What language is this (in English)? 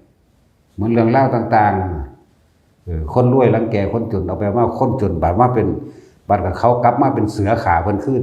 Northeastern Thai